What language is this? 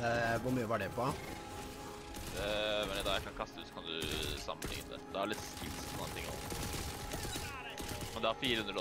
Norwegian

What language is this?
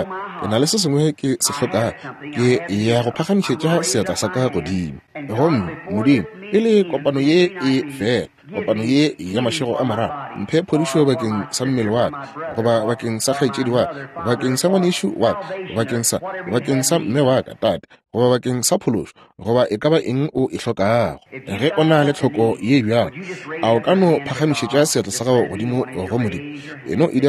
Northern Sotho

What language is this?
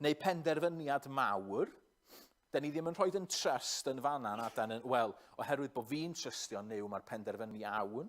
Welsh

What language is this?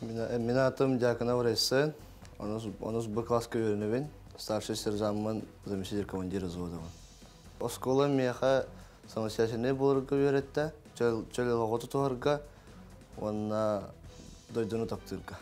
Yakut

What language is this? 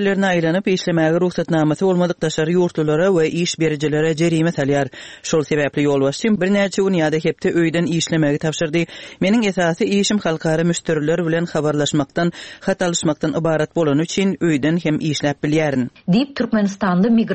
Turkmen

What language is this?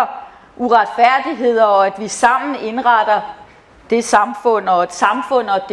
Danish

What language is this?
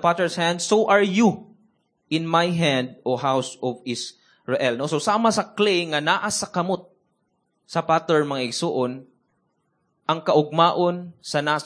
Cebuano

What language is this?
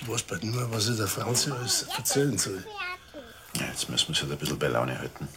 Bavarian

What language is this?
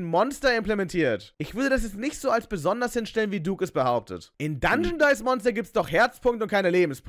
German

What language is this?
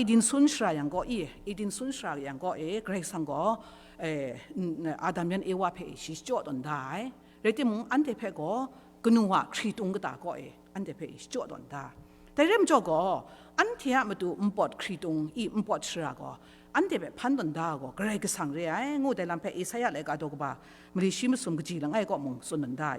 Kachin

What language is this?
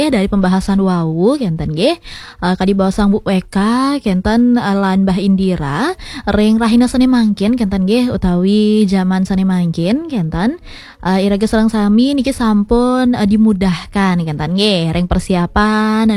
Balinese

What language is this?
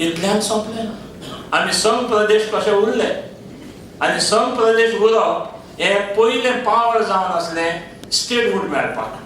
Konkani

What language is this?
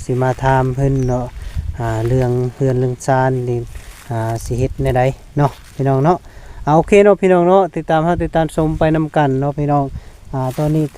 Lao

